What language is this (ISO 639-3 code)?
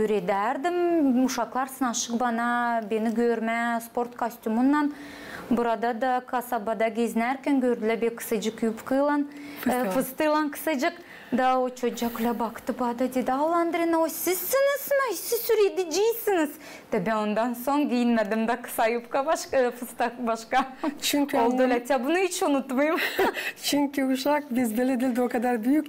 gag